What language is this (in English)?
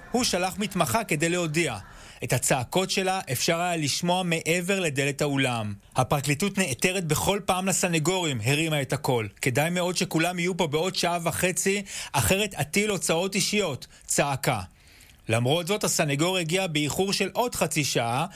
Hebrew